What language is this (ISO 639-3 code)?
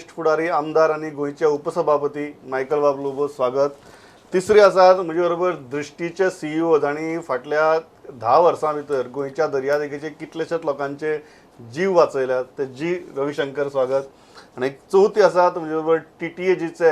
kok